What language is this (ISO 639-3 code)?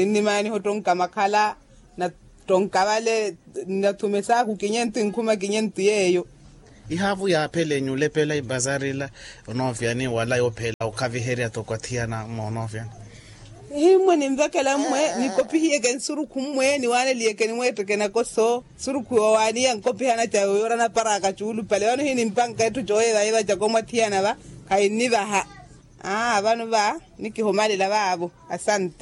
vmw